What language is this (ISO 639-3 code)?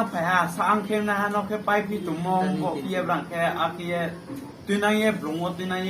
ria